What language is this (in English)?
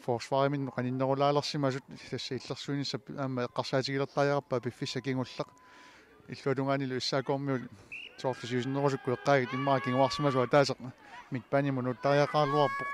Kalaallisut